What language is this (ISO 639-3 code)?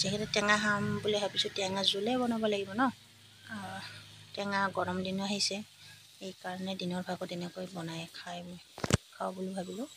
asm